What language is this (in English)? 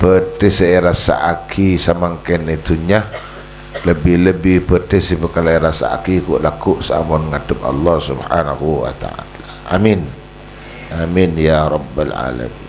Madurese